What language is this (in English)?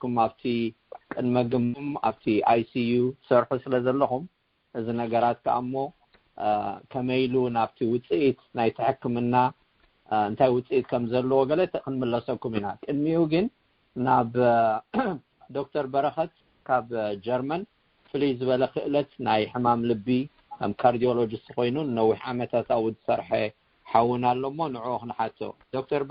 Tigrinya